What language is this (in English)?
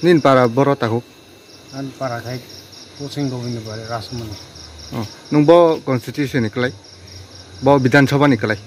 Riang (India)